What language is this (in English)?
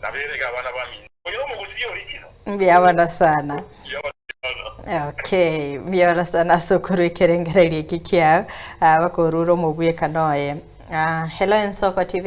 Gusii